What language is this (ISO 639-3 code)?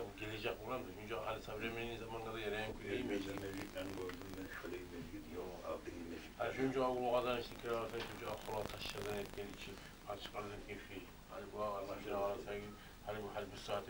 kum